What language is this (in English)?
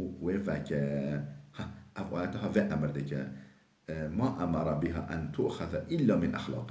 Kurdish